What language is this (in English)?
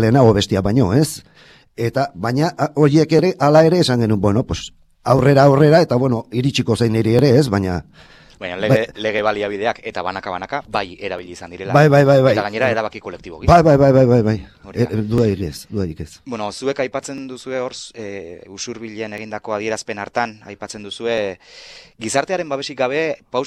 Basque